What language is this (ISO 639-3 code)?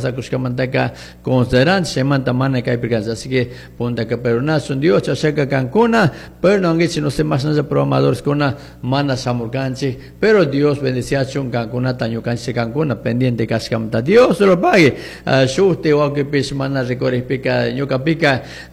qug